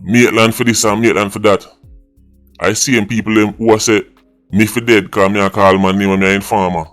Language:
Jamaican Creole English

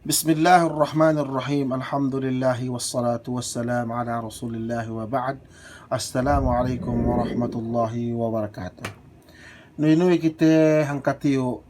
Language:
Yakan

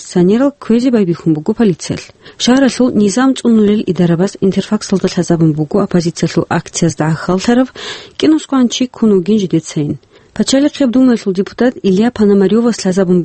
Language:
Avaric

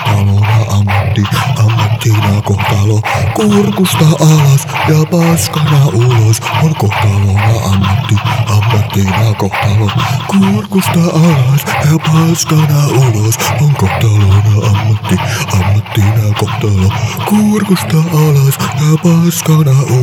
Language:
Finnish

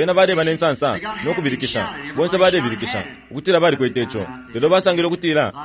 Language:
Bemba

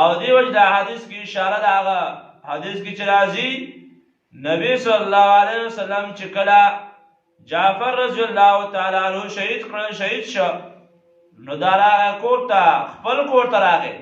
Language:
Pashto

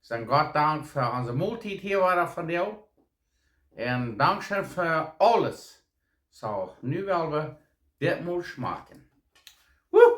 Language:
Plautdietsch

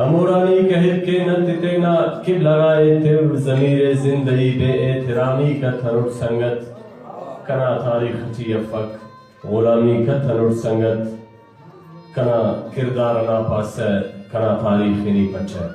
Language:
Brahui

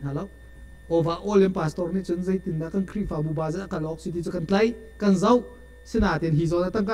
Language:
Hakha Chin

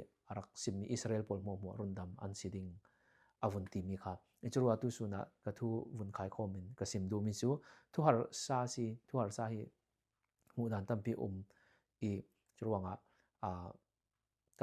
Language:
Falam Chin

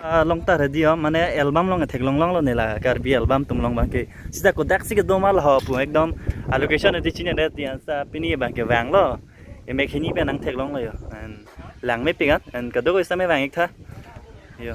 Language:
Karbi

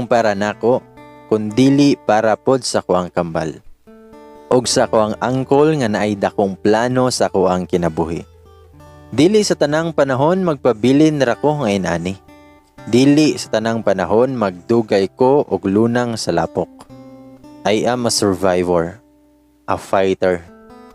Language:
Cebuano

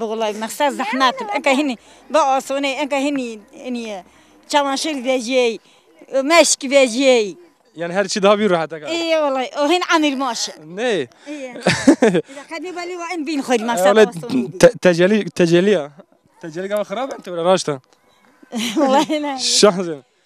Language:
Zaza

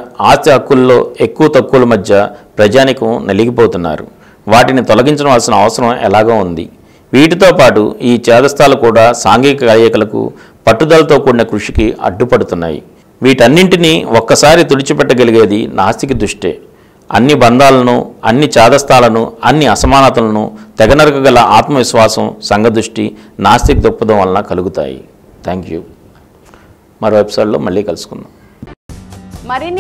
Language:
Telugu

